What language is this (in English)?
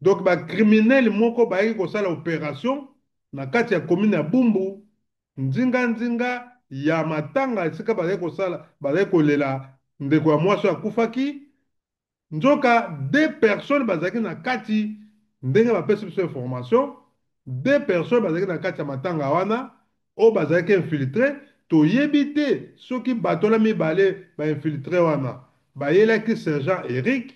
Lingala